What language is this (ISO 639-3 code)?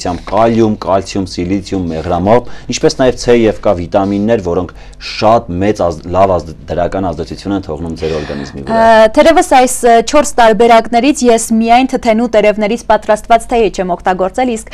hye